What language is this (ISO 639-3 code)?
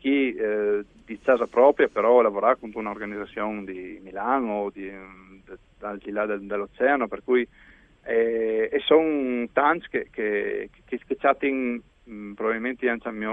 fur